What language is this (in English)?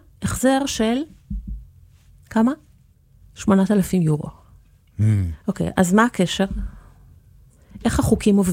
Hebrew